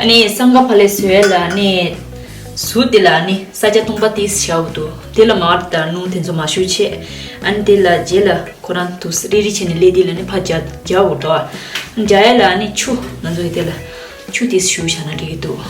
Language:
Tibetan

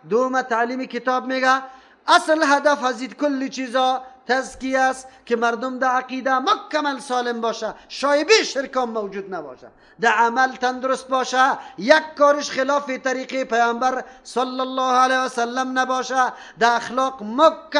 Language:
Persian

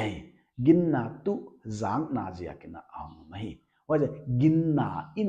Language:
Paite Chin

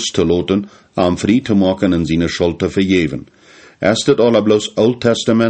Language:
Plautdietsch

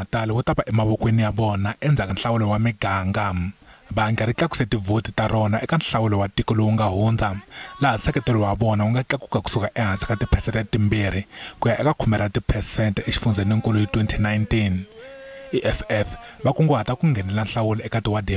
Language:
Tsonga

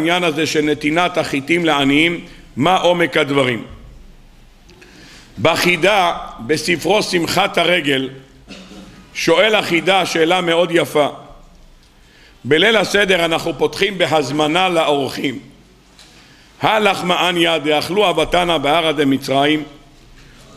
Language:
Hebrew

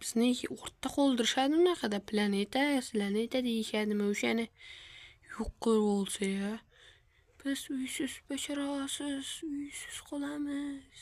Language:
Uzbek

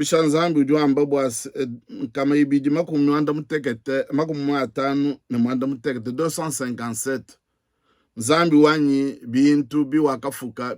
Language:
Luba-Lulua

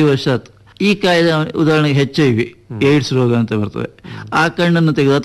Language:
Kannada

